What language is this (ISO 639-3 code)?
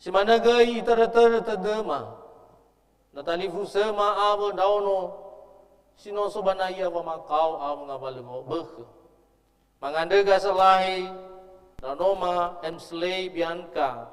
nia